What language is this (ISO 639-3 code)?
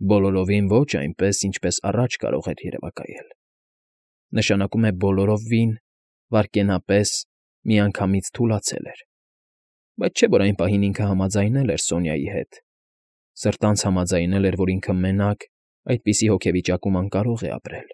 hye